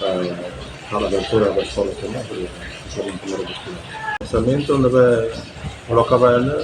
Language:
Tetum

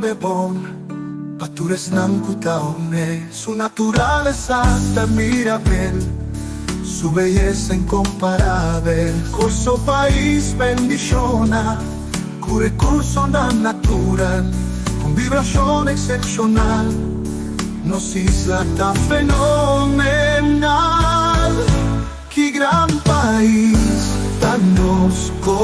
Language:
Papiamento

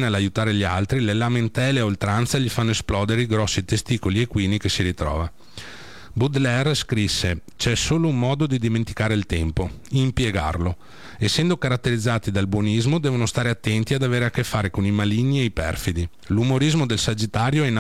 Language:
Italian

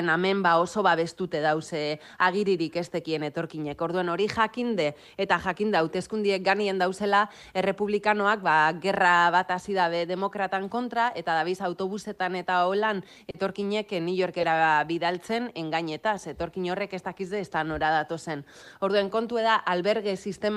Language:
Basque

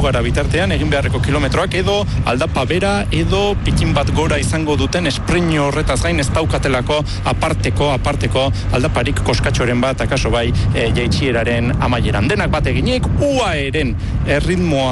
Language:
Basque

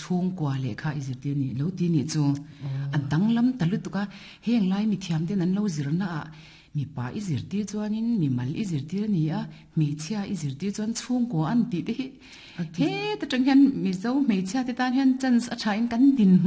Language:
Mizo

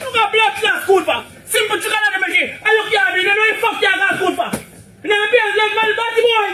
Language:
Jamaican Creole English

